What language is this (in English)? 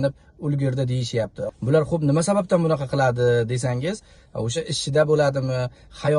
Uzbek